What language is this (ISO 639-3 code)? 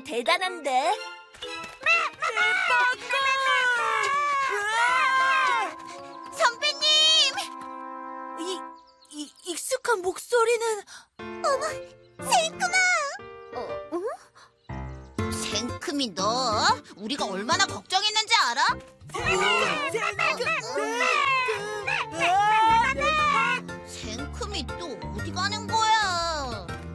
kor